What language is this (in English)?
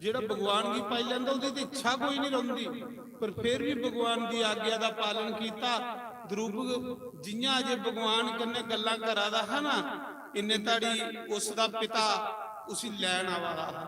Dogri